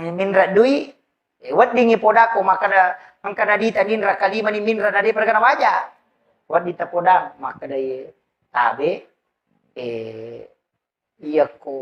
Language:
Buginese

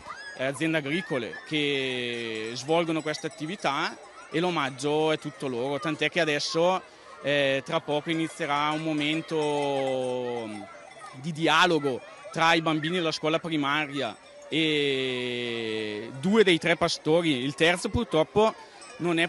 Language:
Italian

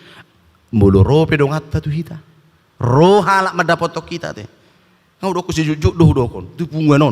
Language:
Batak Toba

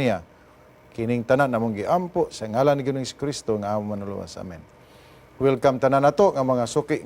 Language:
Cebuano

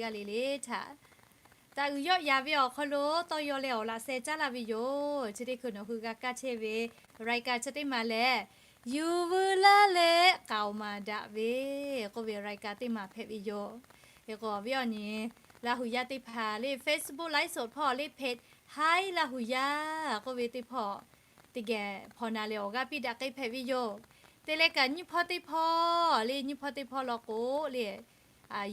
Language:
Lahu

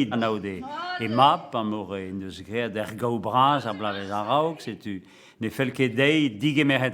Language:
Breton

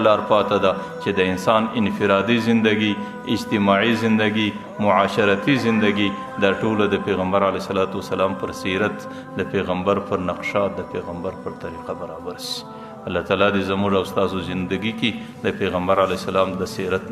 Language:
Pashto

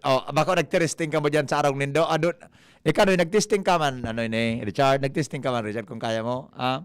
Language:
Bikol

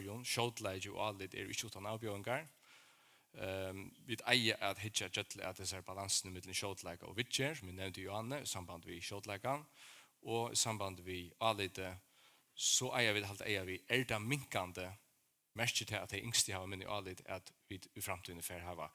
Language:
Faroese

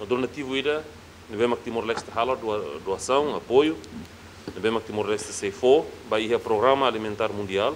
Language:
Tetum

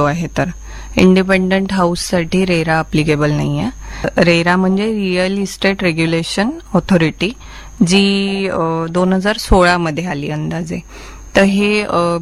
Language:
Marathi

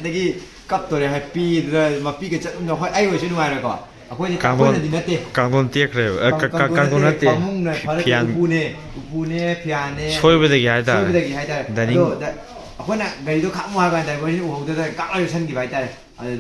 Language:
Manipuri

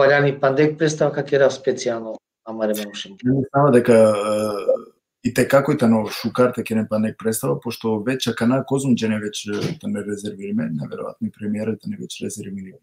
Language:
Balkan Romani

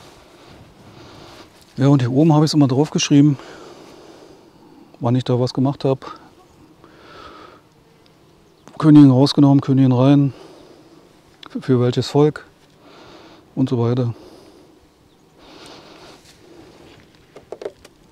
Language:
German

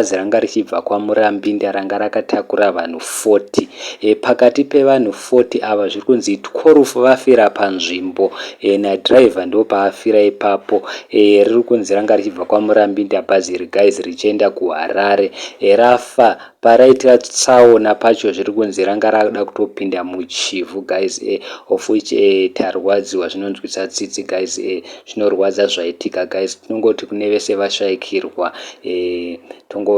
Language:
Shona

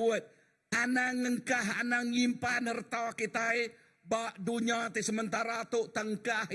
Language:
Iban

